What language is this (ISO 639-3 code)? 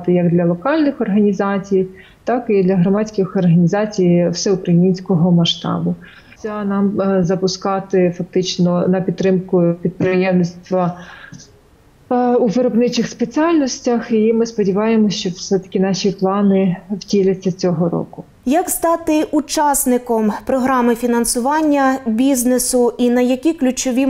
ukr